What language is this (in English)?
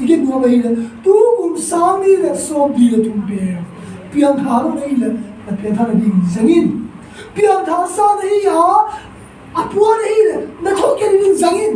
Tedim Chin